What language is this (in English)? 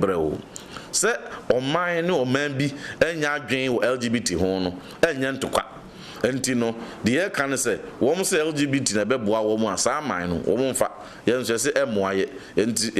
Akan